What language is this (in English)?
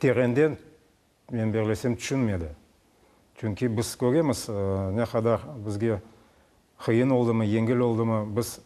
Crimean Tatar